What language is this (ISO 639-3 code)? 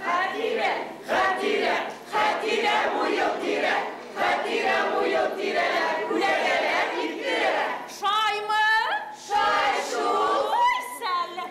bak